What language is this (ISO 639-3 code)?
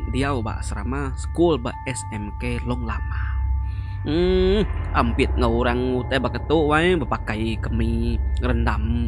iba